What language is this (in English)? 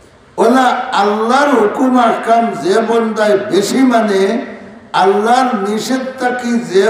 Sylheti